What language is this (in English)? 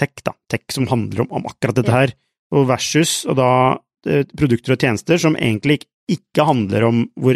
Norwegian